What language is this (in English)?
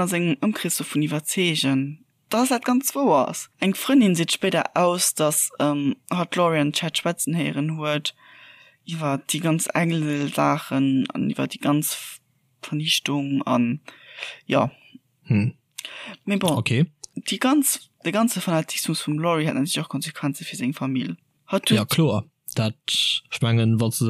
Luxembourgish